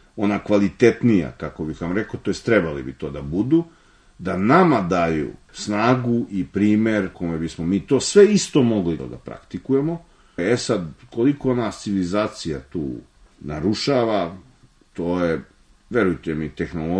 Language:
Serbian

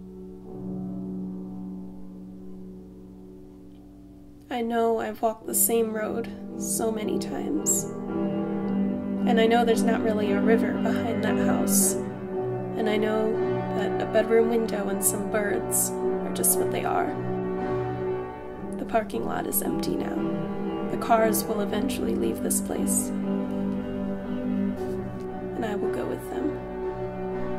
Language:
English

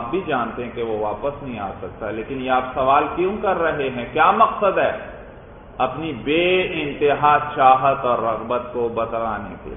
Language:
Urdu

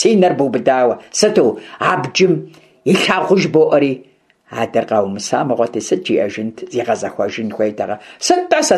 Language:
Kabardian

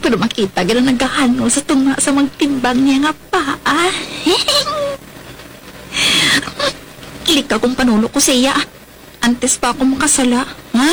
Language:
Hiligaynon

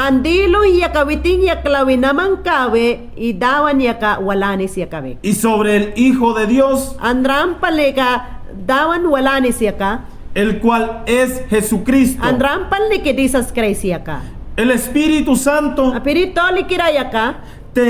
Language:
Mayangna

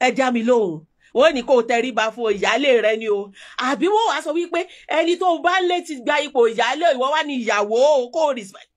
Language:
Yoruba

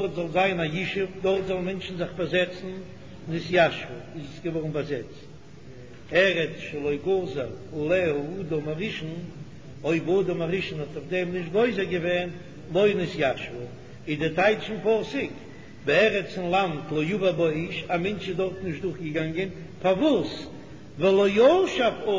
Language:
Yiddish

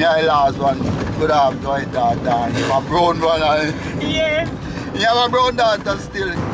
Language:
Jamaican Creole English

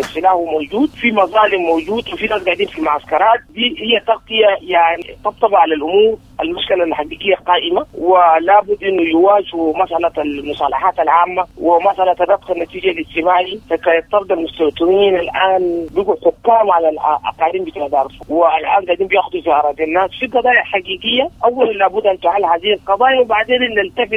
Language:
Sudanese Arabic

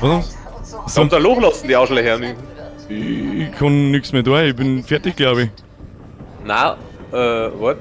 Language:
Bavarian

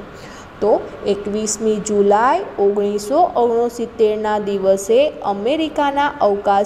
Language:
Gujarati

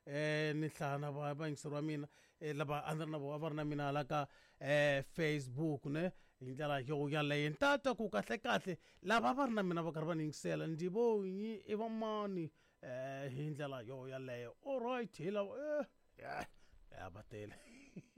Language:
Tsonga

